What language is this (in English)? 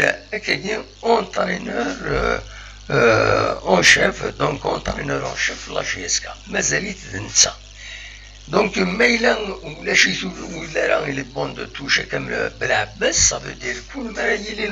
Kabyle